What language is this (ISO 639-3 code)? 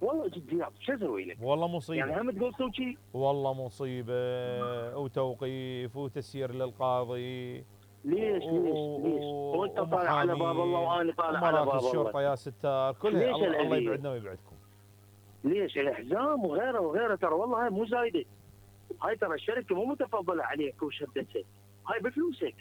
acm